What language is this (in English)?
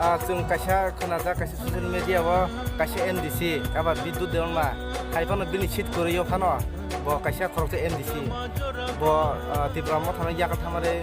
Kok Borok